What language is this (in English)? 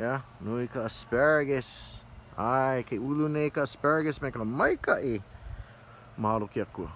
Hawaiian